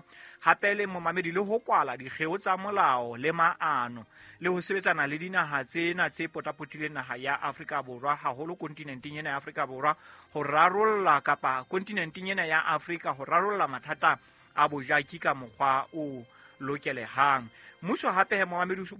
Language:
Southern Sotho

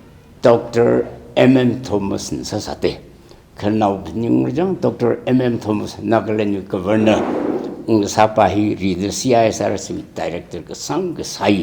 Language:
Tangkhul Naga (India)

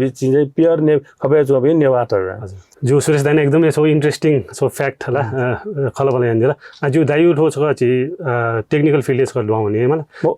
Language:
Newari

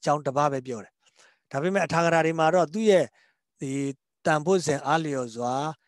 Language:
Burmese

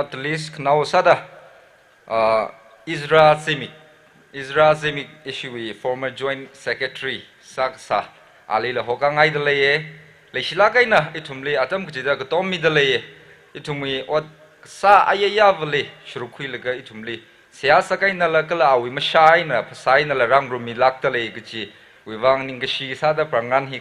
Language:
Tangkhul Naga (India)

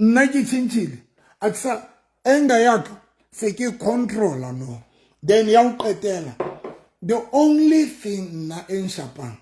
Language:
Southern Sotho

